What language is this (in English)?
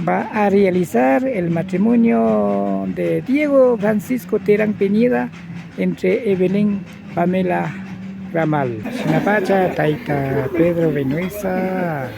Imbabura Highland Quichua